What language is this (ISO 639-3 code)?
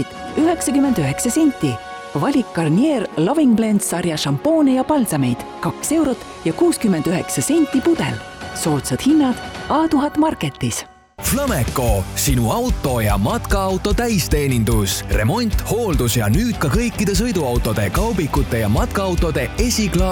est